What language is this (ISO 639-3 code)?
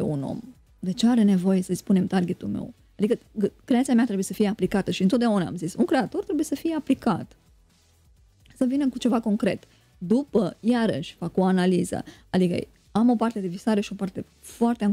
ron